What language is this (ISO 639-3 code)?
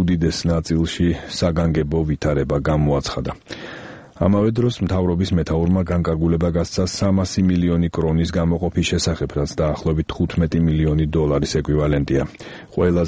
kat